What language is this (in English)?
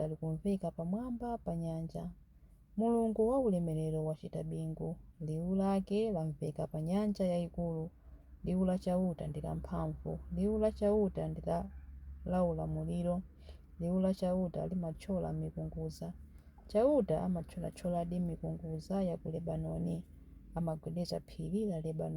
Nyanja